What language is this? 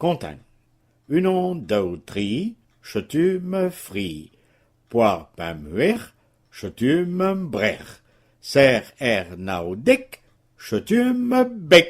Breton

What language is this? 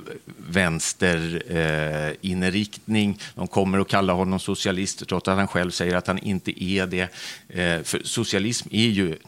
Swedish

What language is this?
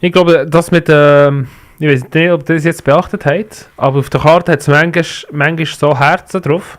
Swiss German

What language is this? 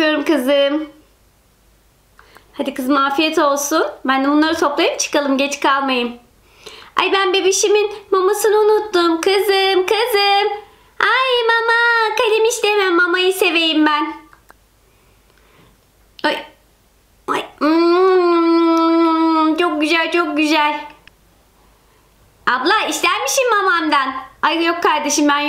Turkish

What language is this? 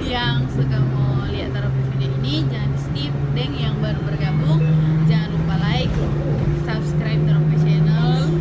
Manado Malay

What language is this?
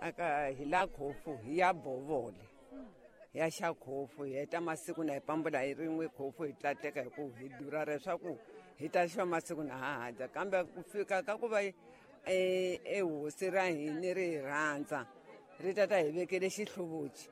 Tsonga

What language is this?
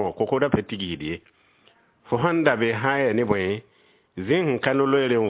Mossi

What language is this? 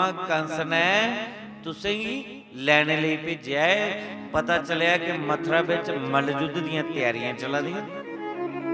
Dogri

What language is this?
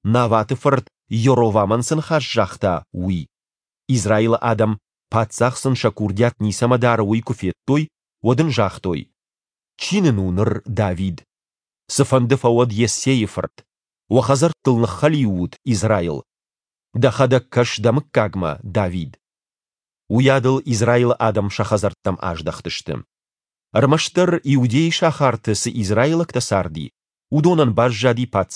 Ossetic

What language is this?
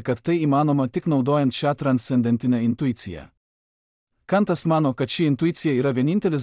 Lithuanian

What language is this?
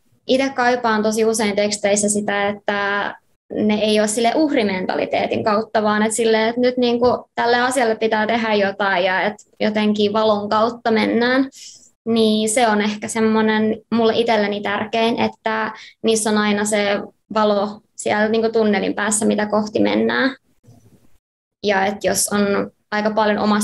Finnish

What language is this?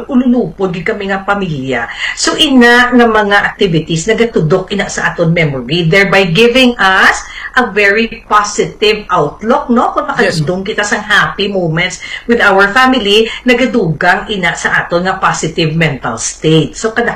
Hiligaynon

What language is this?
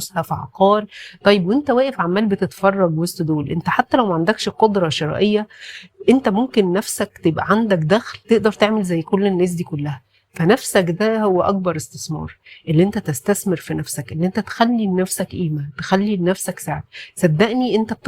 Egyptian Arabic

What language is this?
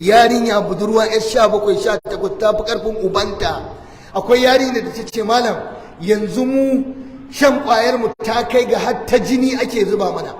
Hausa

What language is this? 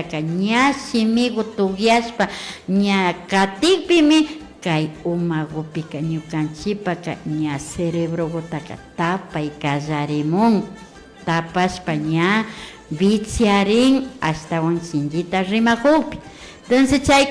Imbabura Highland Quichua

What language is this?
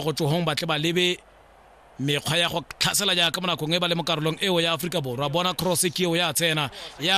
Tswana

